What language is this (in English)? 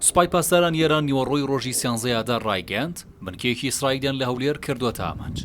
Central Kurdish